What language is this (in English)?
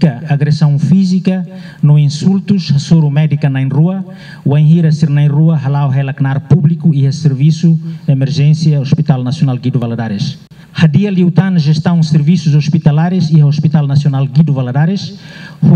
Tetum